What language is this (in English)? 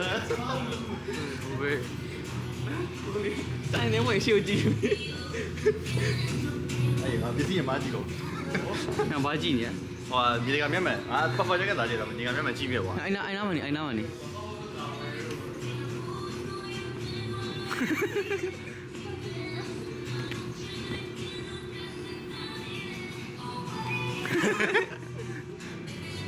Burmese